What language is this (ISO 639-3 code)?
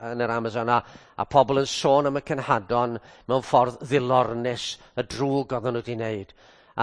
cym